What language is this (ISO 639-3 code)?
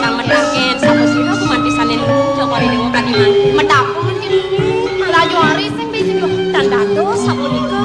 ban